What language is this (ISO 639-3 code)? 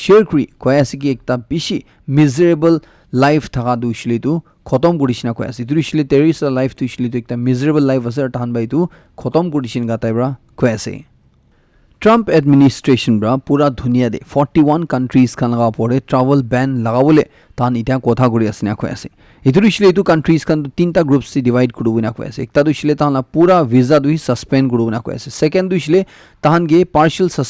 nag